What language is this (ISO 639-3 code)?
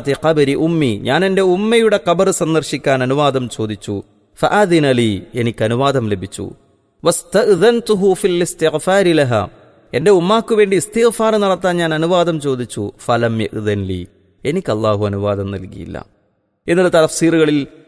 mal